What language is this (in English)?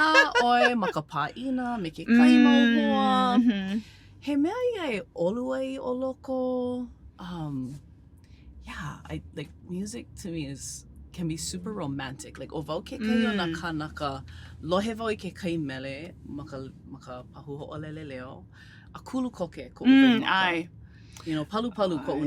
Hawaiian